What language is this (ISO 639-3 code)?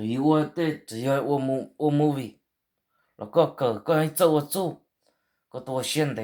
hmn